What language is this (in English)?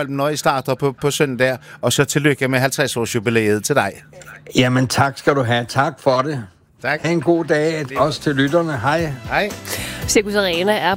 Danish